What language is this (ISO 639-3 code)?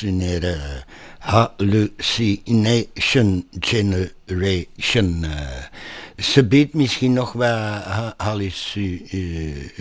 nld